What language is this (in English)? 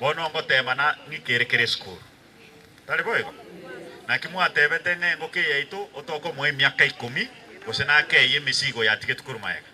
Gusii